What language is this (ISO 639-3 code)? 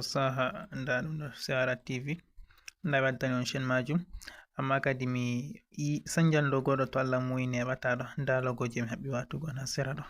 ful